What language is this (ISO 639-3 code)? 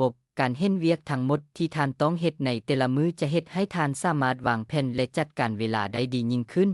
lao